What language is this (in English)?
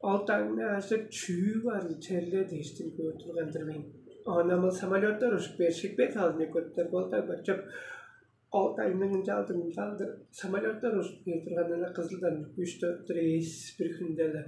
Tuvinian